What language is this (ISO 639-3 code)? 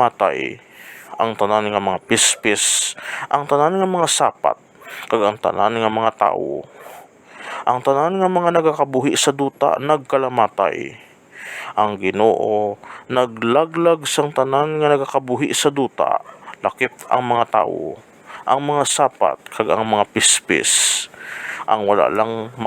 hil